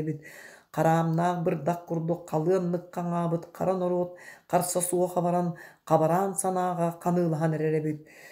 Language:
Yakut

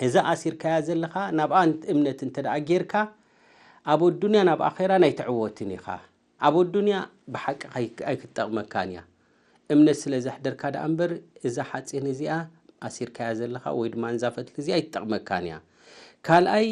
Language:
Tigrinya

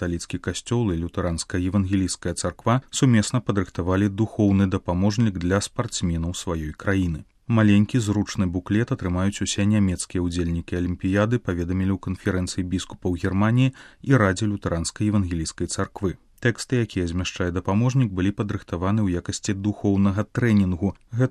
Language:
Belarusian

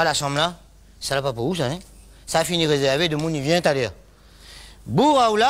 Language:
Réunion Creole French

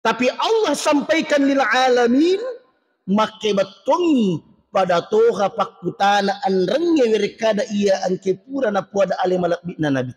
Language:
Buginese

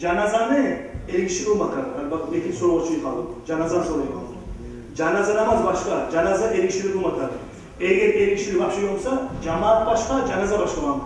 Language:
Kumyk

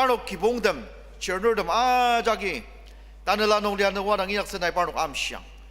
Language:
Ao Naga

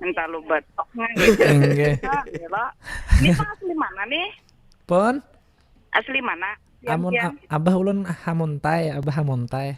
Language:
Banjar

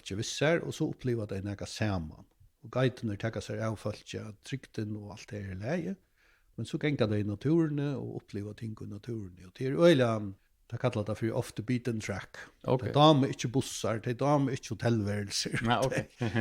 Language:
Faroese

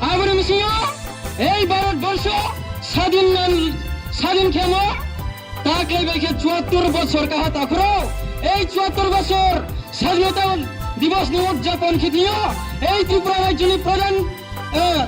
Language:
Riang (India)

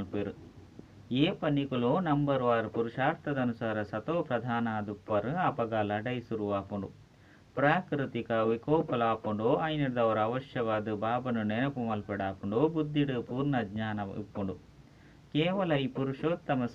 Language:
Tulu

